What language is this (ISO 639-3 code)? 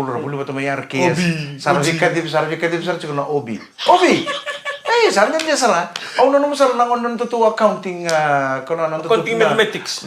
fij